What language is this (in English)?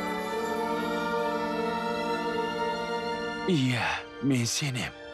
Kazakh